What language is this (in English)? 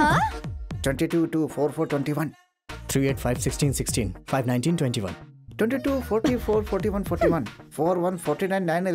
Bhojpuri